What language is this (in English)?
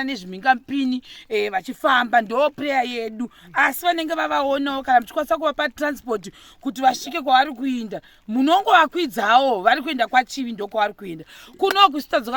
Shona